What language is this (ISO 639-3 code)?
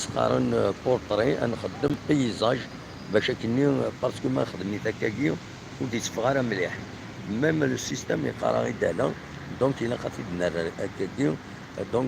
kab